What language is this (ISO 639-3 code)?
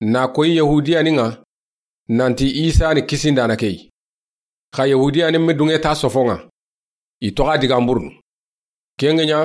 snk